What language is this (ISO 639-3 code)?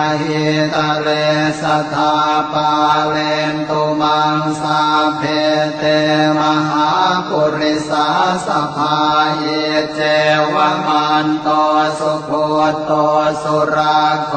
pli